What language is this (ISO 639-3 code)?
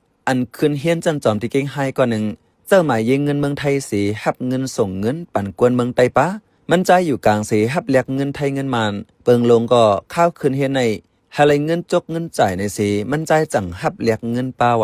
shn